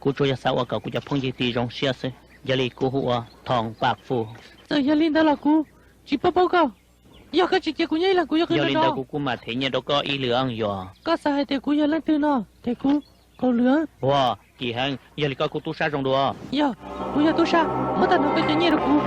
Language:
Hmong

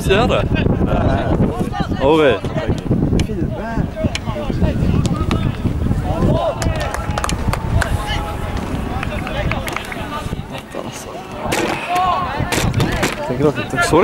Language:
Norwegian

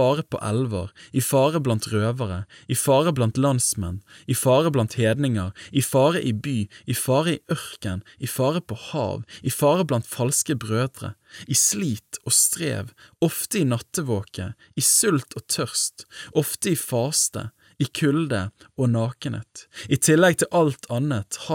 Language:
Norwegian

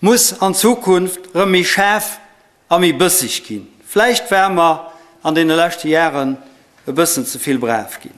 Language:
Luxembourgish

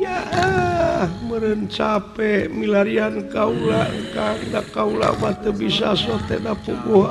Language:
Sundanese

